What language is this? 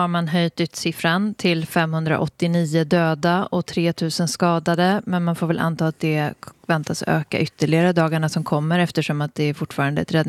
Swedish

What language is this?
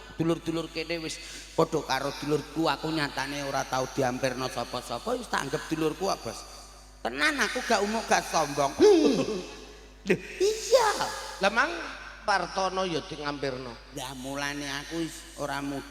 Javanese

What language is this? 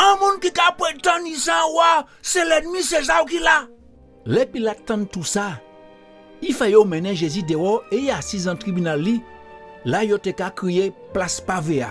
Guadeloupean Creole French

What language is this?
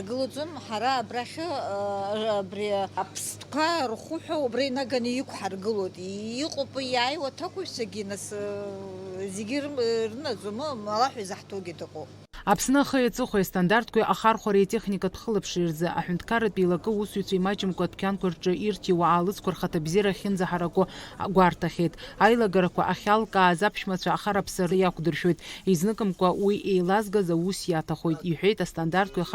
Abkhazian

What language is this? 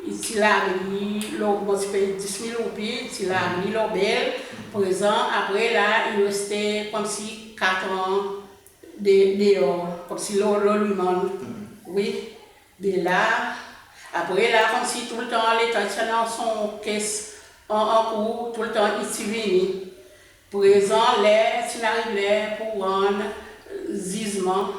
Seselwa Creole French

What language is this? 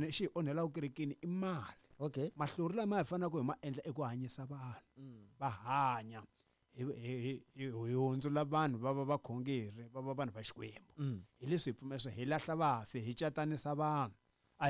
Tsonga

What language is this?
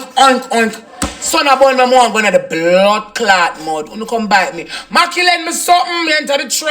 Jamaican Creole English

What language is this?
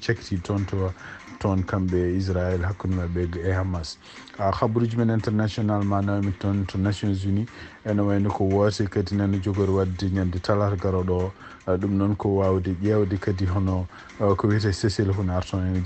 Fula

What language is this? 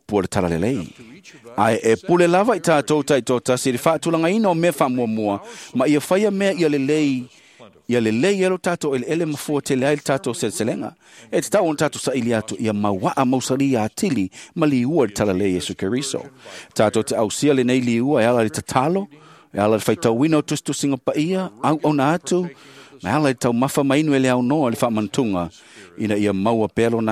Samoan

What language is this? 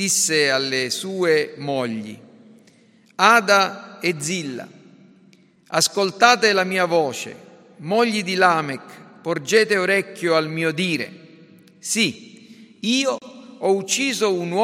Italian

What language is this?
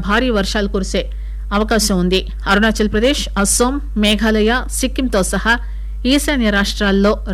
Telugu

